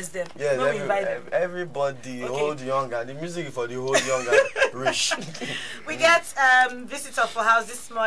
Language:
Nigerian Pidgin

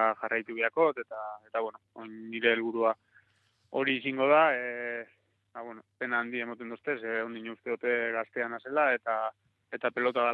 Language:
Basque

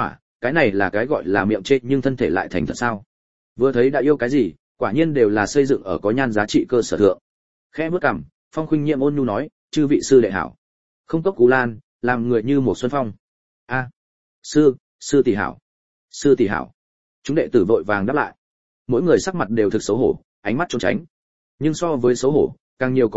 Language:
Vietnamese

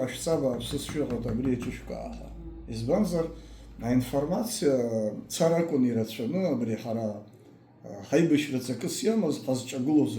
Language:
Abkhazian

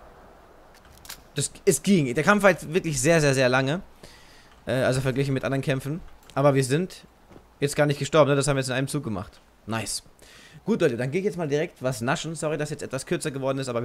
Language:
German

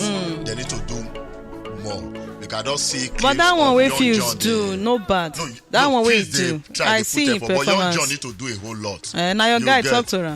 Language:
Nigerian Pidgin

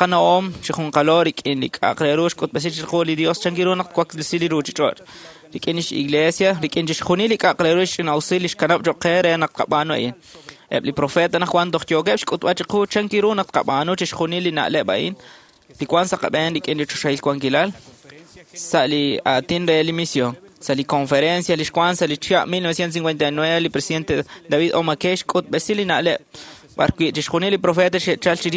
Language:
Kekchí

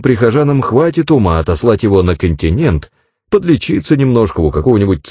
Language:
Russian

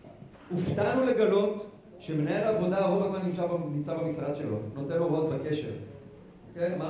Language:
Hebrew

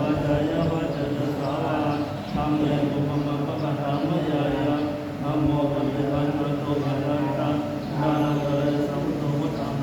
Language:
Pali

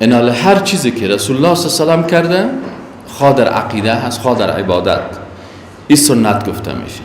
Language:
Persian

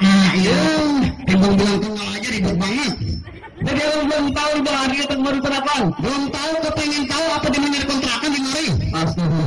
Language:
Betawi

